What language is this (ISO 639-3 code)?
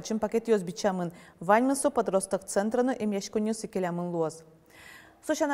udm